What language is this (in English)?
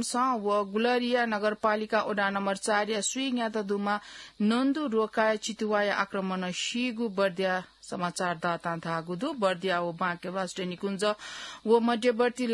Newari